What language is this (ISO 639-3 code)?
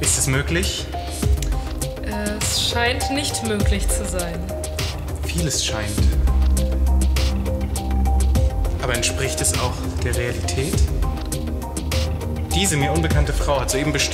deu